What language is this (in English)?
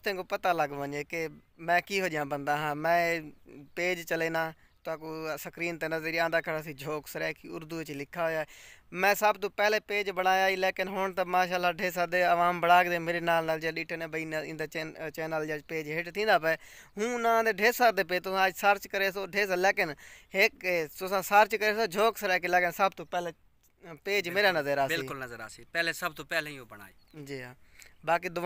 Saraiki